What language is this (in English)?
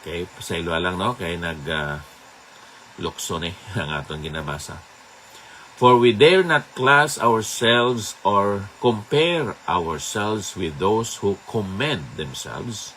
Hiligaynon